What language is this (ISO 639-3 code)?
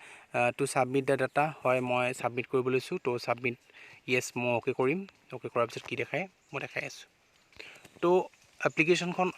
asm